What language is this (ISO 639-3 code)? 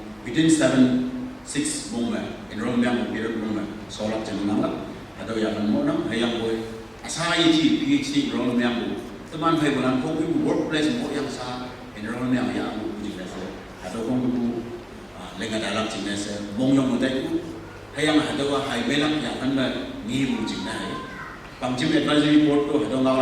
nbe